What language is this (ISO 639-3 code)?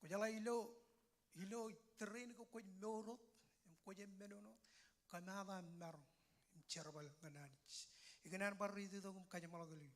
mah